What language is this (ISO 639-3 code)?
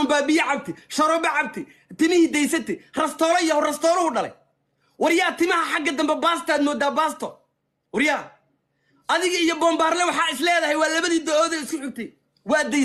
som